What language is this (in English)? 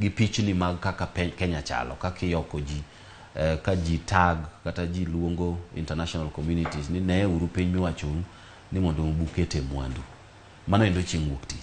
Luo (Kenya and Tanzania)